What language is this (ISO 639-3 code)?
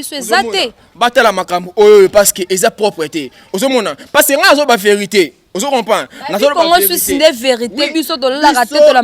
lin